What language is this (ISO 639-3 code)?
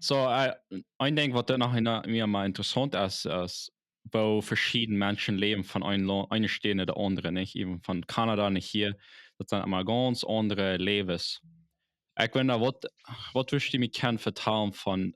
pdt